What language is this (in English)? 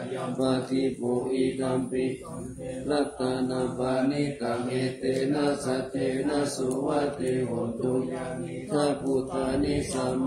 Pali